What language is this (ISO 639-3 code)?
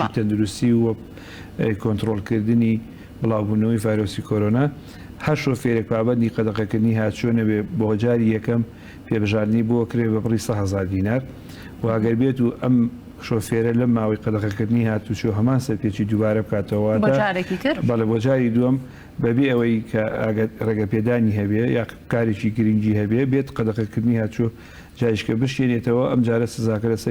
ckb